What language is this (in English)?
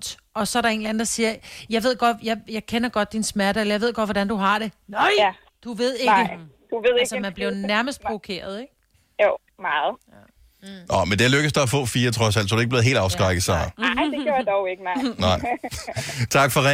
Danish